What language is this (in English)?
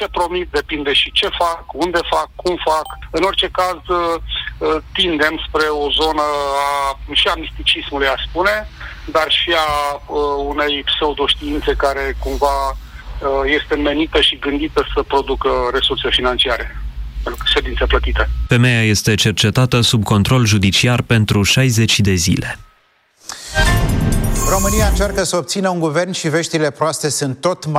Romanian